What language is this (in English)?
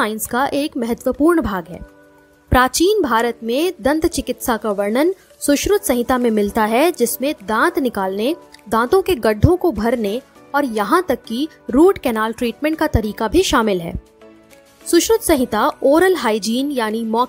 Hindi